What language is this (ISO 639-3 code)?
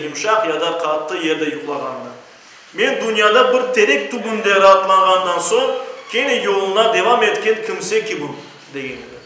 crh